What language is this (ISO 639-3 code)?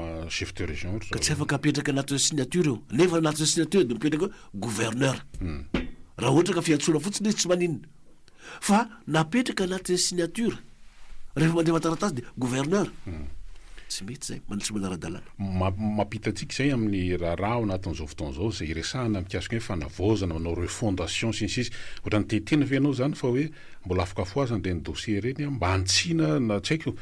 mlg